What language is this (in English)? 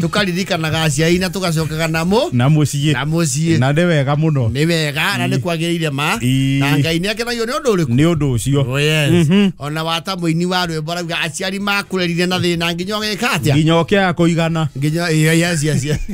Kikuyu